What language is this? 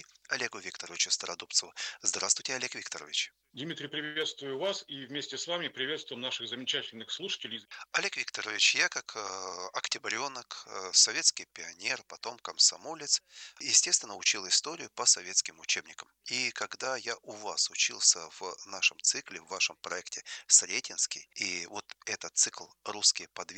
Russian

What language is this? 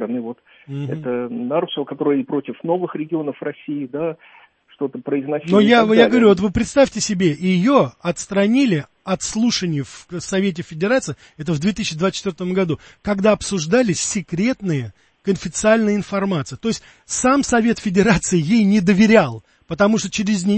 Russian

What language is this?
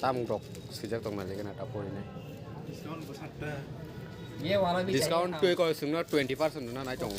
Kok Borok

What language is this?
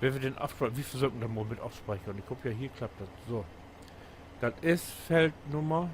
Low German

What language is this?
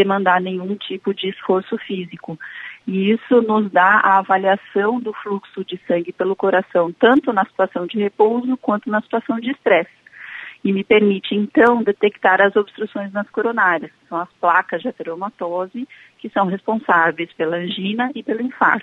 Portuguese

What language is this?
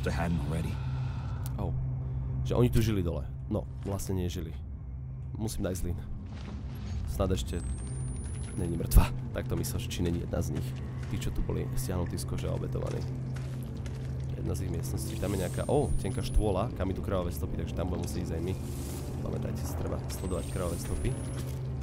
Slovak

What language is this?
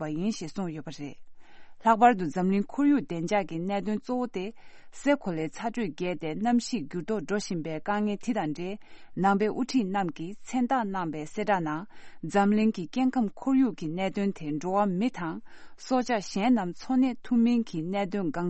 Tibetan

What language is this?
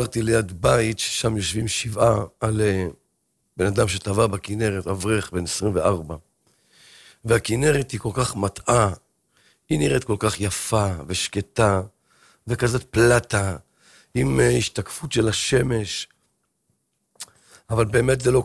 Hebrew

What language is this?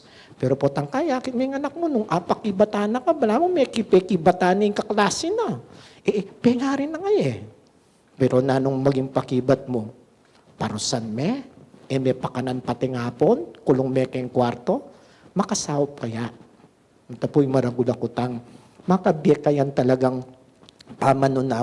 Pampanga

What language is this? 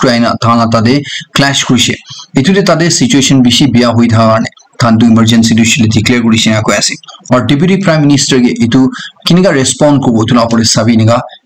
Naga Pidgin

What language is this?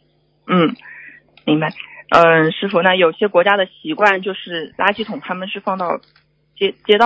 Chinese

